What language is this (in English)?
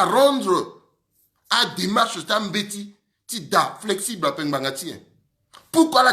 Sango